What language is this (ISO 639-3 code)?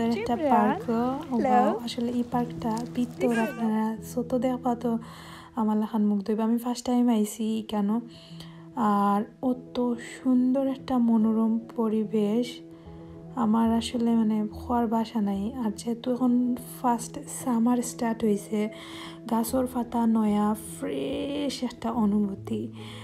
syl